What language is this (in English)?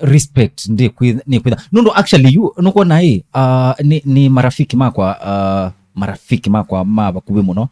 Kamba